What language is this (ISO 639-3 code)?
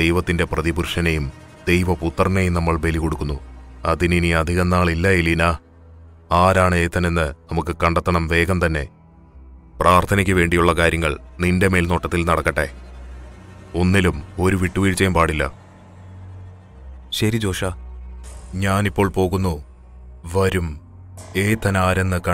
mal